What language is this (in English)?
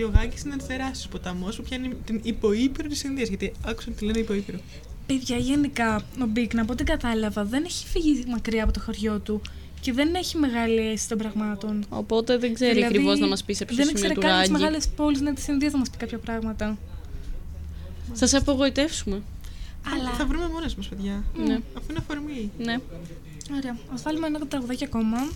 Greek